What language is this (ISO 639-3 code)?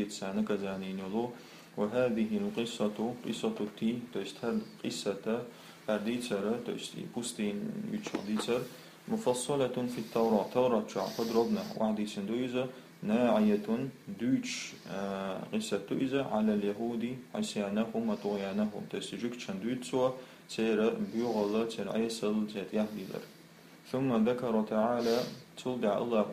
che